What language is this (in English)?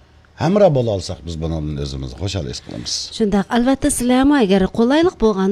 Uyghur